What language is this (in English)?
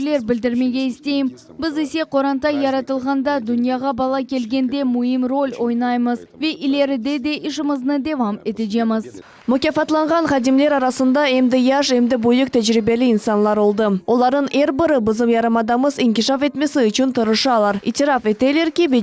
Crimean Tatar